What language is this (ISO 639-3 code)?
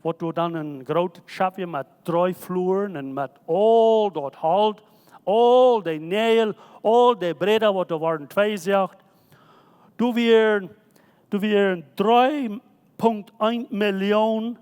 pdt